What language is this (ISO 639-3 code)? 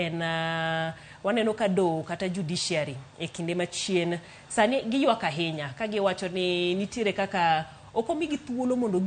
luo